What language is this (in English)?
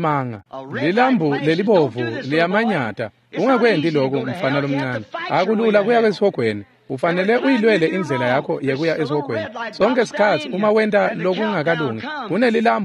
Swati